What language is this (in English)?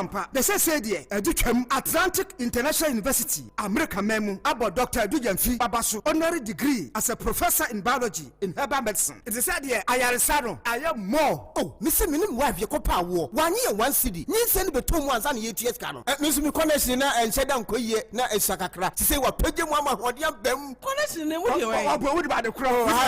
Akan